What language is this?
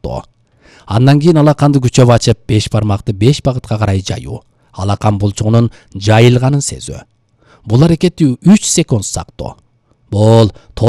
Kyrgyz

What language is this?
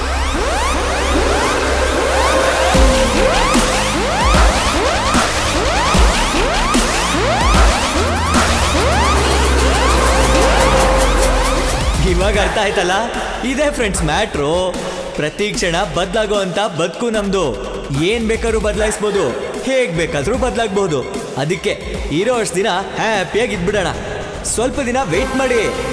Kannada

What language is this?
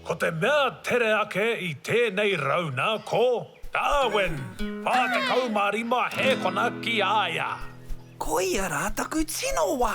Māori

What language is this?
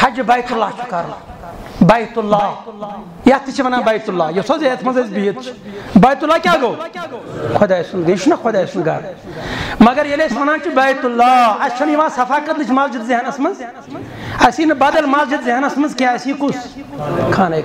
Kashmiri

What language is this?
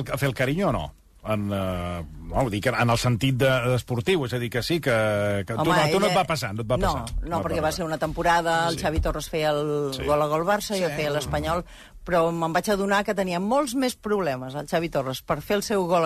Catalan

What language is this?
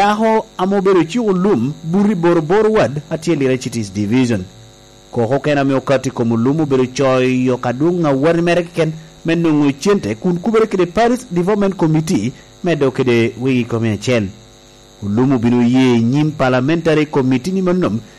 Lango (Uganda)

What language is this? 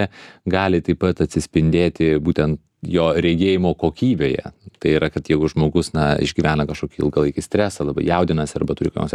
Lithuanian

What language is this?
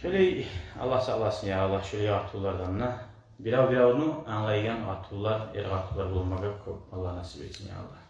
Kumyk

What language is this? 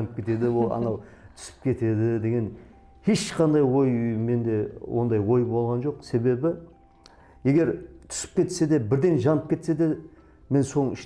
Kara-Kalpak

